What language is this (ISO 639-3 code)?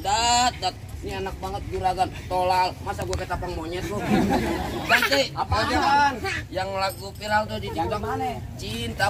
bew